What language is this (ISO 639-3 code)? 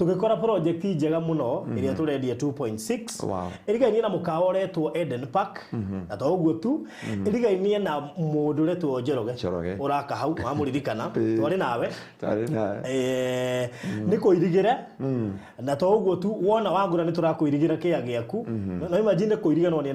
kik